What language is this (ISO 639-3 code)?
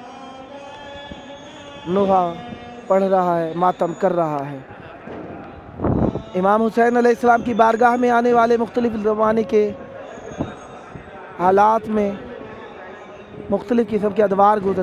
urd